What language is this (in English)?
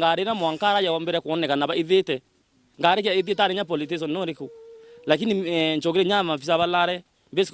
Meru